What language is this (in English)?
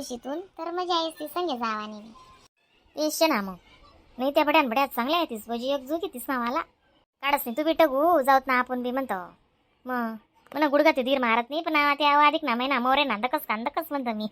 Khandesi